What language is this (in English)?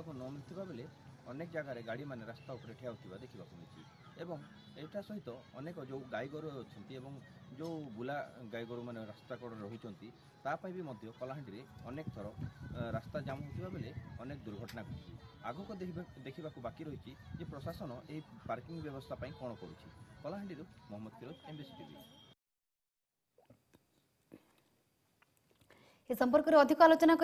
Odia